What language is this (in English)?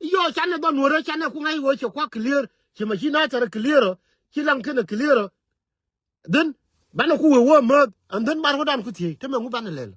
Nuer